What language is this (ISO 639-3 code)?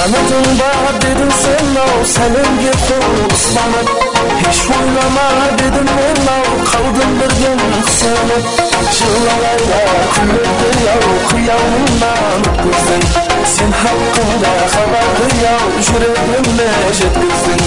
kaa